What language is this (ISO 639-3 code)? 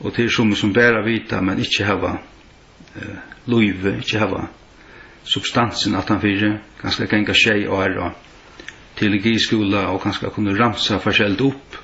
fao